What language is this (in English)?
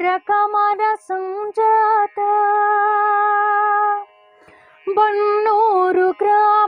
Kannada